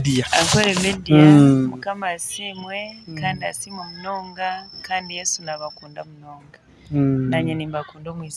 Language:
Nyankole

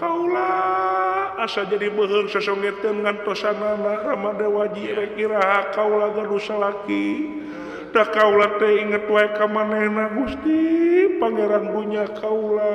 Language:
Sundanese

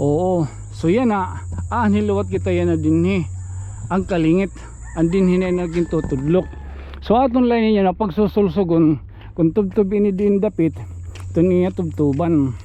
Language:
Waray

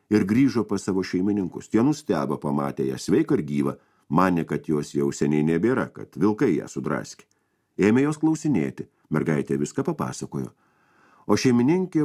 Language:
Lithuanian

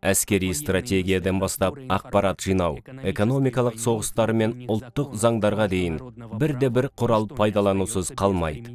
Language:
Kazakh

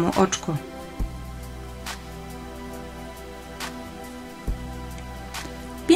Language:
Polish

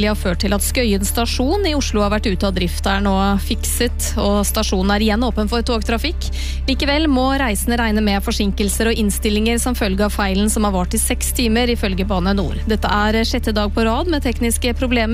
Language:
Norwegian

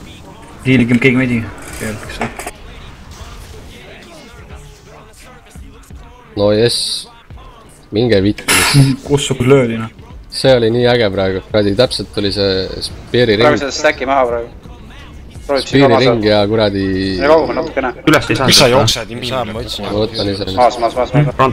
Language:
Estonian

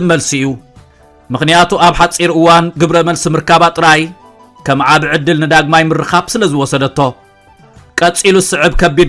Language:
Tigrinya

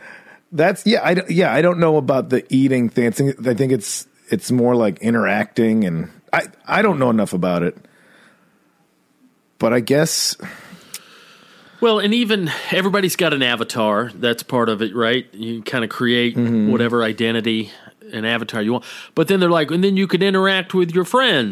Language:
English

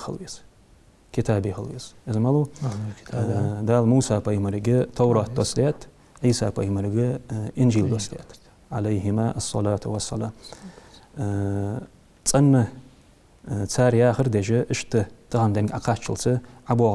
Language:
Ingush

